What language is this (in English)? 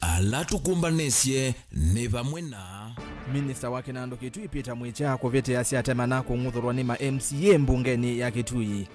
Kamba